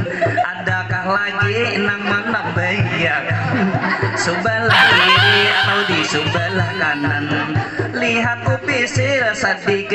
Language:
Banjar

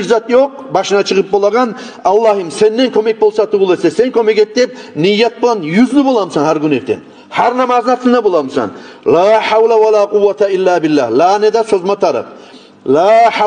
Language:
Kumyk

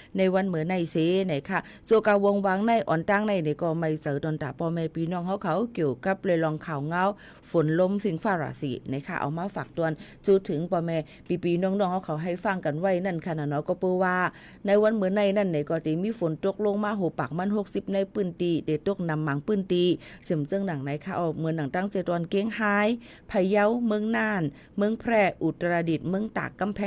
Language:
Shan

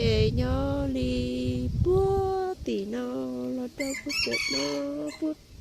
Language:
Hmong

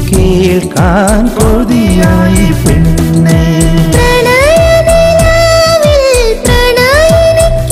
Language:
Malayalam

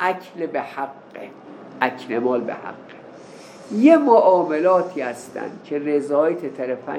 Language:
Persian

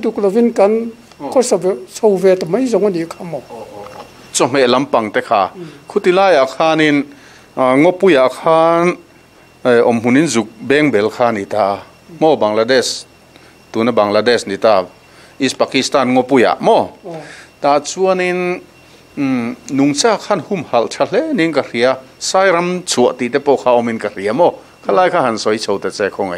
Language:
Mizo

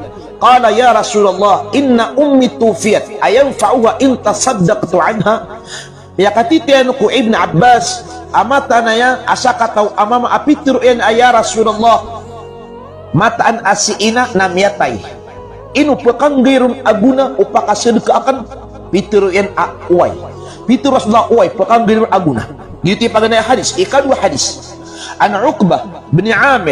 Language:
Maranao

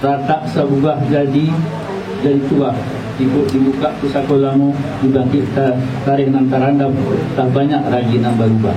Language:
Minangkabau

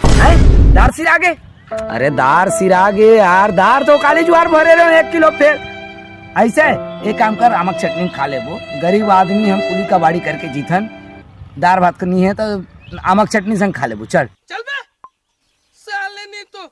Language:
Chhattisgarhi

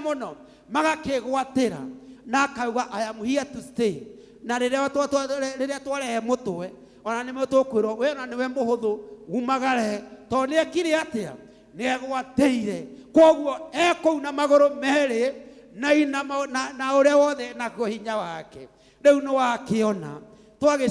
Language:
Kikuyu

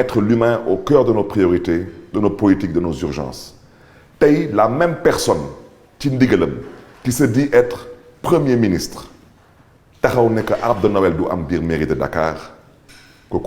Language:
Wolof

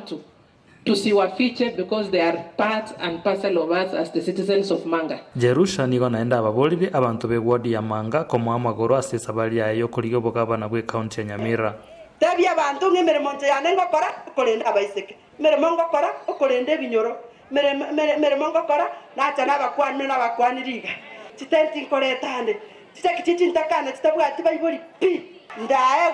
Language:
Gusii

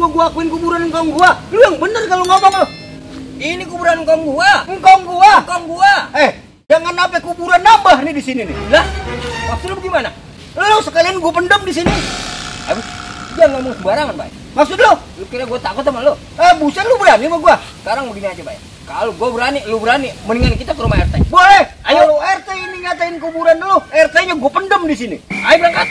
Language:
Betawi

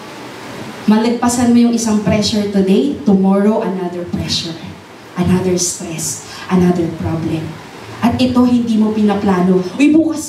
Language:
Filipino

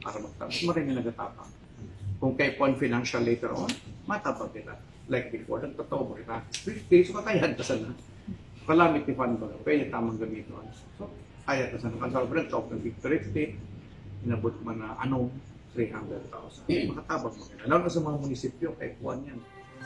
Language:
Bikol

